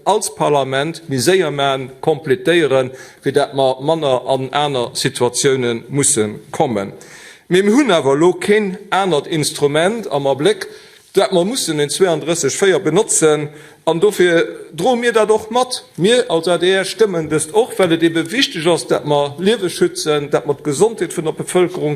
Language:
Luxembourgish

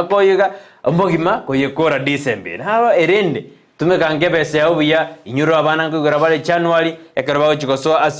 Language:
Gusii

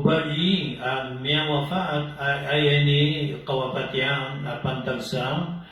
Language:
Maranao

